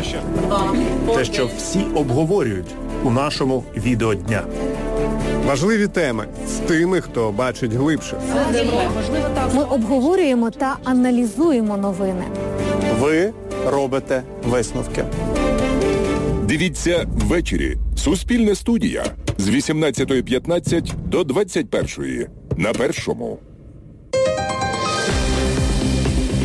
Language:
Ukrainian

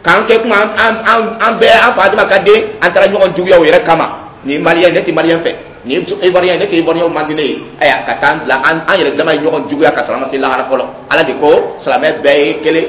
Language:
Dyula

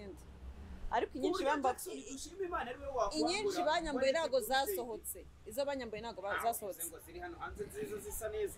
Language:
Kinyarwanda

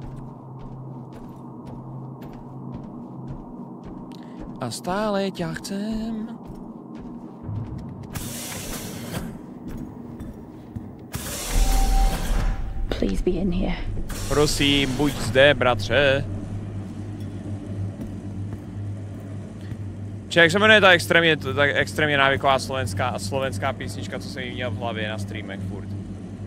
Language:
Czech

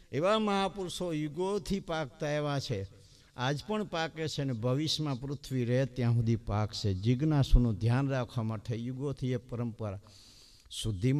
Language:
Gujarati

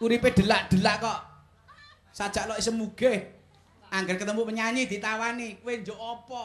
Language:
Javanese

